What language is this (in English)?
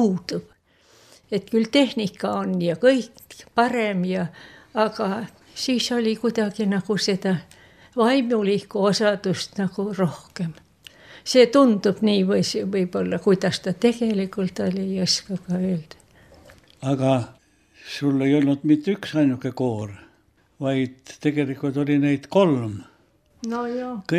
Estonian